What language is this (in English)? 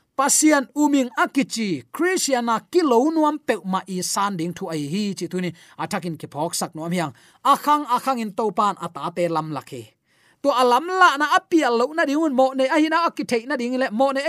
Tedim Chin